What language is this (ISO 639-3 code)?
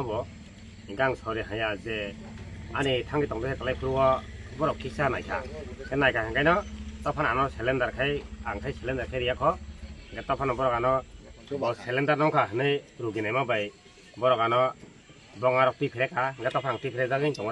trp